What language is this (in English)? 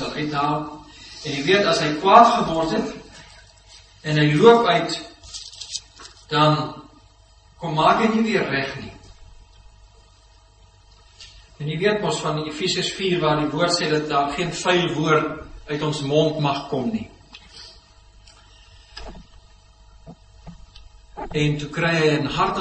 Afrikaans